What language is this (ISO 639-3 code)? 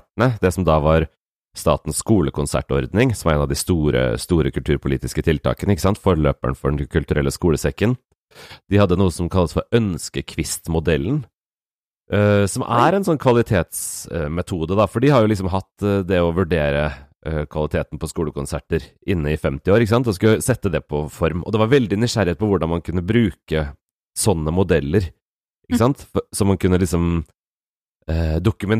nor